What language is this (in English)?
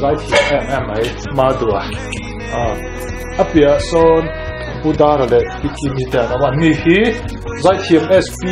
Mizo